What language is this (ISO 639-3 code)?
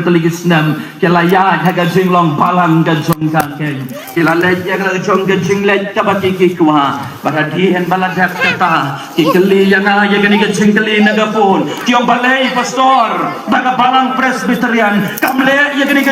kha